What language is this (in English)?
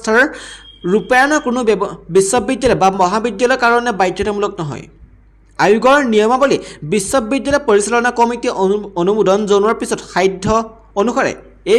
Assamese